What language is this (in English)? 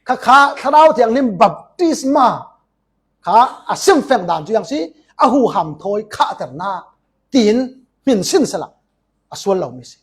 Falam Chin